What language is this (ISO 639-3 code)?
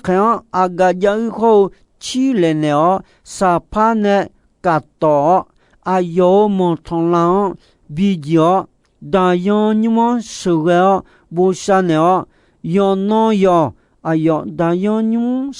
ahk